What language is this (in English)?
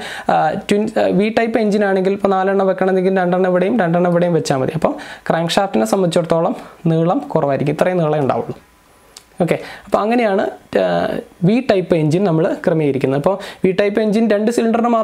Malayalam